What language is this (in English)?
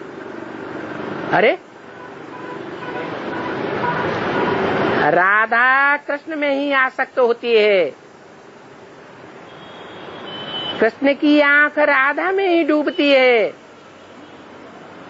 Hindi